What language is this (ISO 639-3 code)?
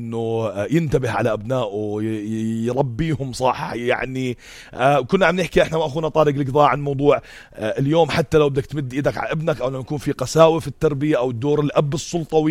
apc